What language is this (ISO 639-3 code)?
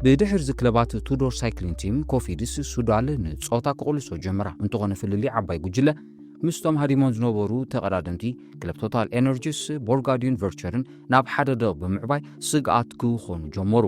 tir